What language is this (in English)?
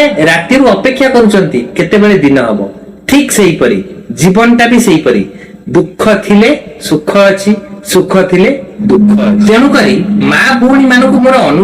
Odia